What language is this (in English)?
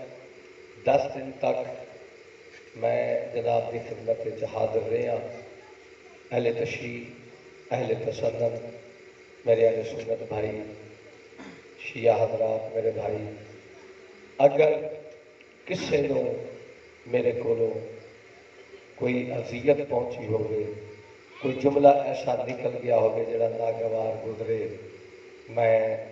Urdu